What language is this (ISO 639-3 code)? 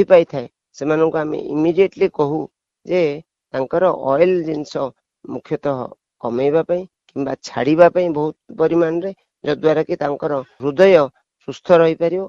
ori